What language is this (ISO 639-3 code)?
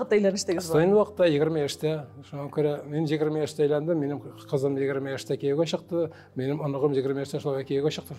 tat